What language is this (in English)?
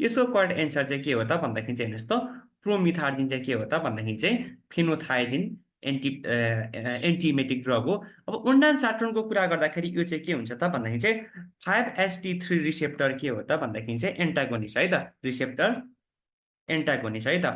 Nepali